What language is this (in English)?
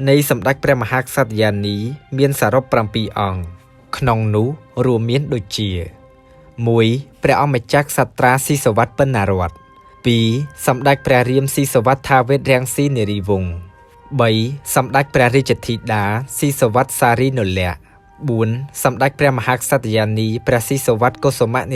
Khmer